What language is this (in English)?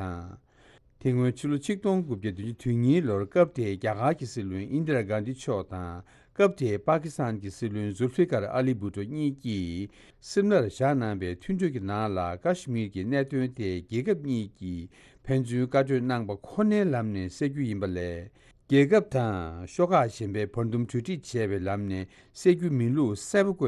Tibetan